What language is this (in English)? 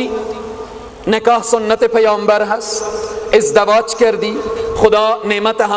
Persian